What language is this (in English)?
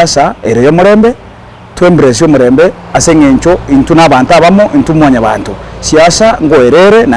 Gusii